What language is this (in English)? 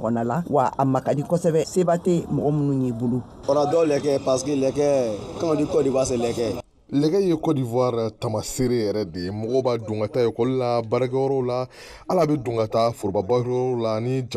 Bambara